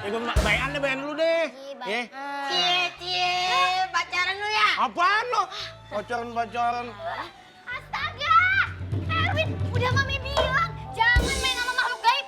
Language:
Betawi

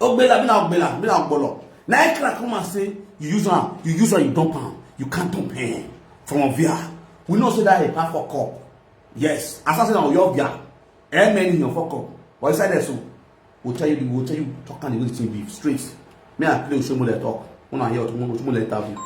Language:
Nigerian Pidgin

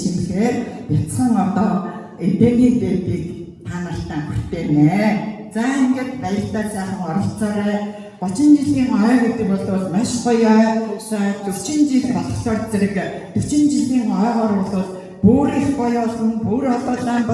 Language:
Mongolian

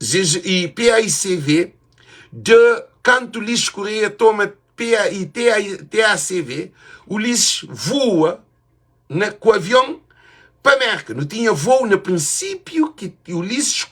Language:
Kabuverdianu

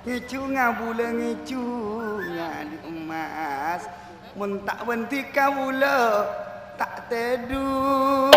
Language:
Madurese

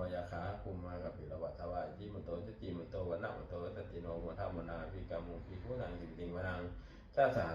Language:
Pali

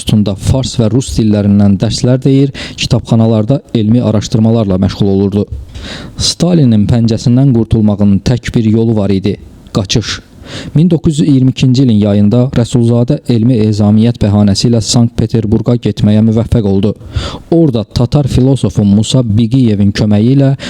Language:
Azerbaijani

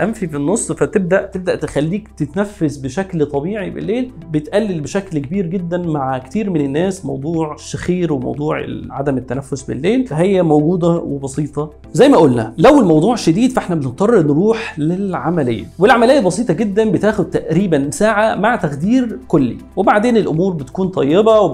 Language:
Egyptian Arabic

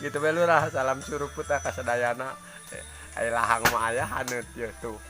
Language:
Sundanese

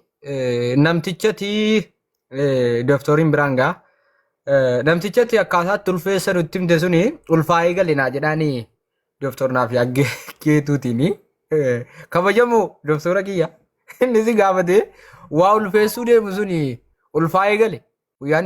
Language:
Oromo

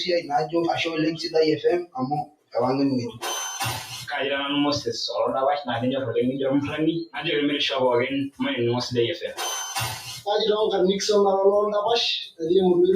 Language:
Masai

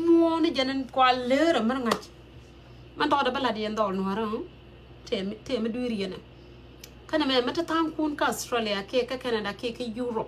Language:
Nuer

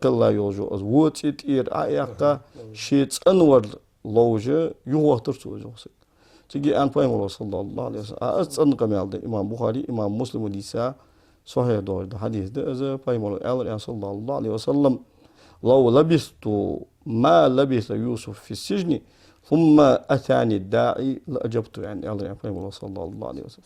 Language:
Ingush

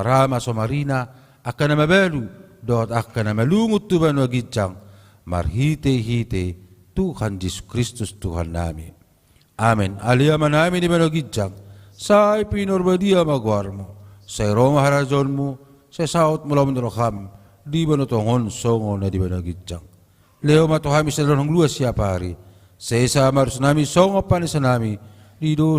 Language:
Batak Toba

